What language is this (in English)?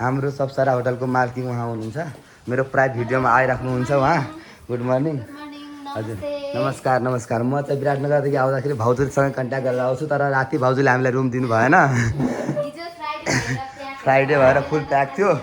Nepali